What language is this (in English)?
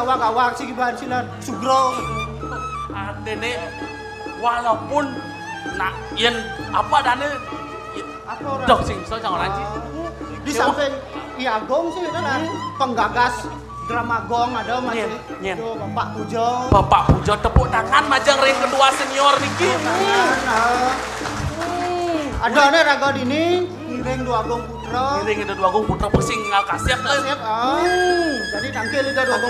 Balinese